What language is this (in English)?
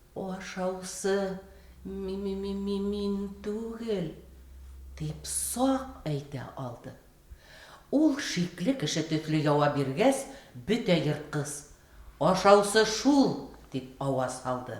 Bashkir